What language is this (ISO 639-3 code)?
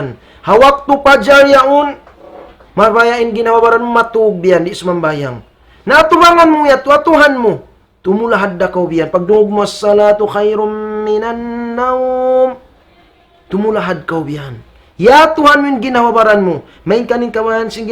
tsg